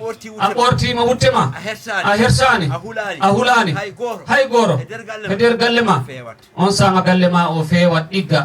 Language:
Fula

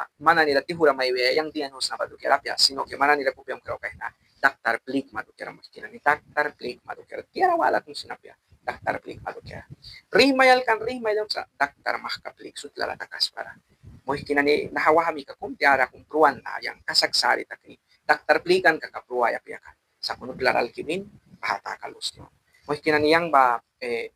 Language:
Mískito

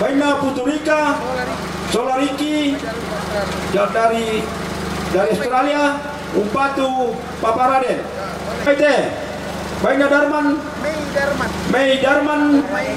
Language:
Toraja-Sa'dan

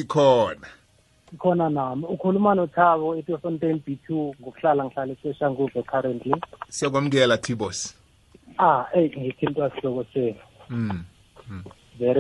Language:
South Ndebele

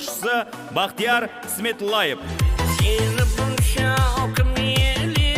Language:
Kara-Kalpak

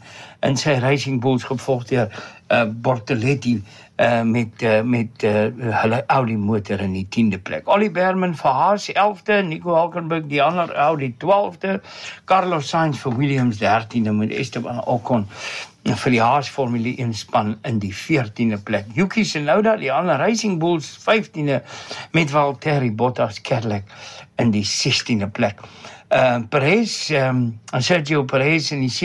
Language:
Afrikaans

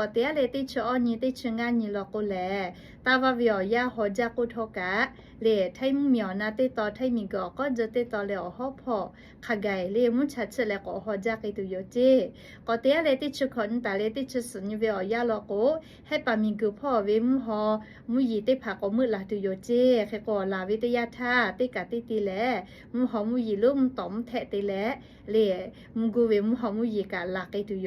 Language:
Lahu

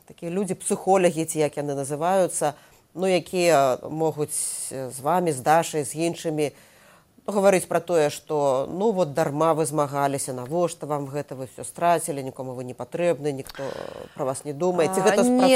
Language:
Belarusian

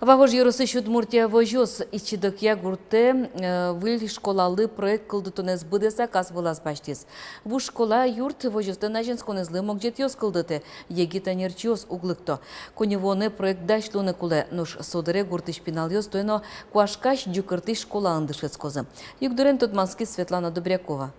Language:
Udmurt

